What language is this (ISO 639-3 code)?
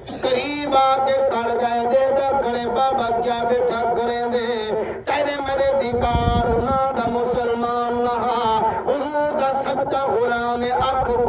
skr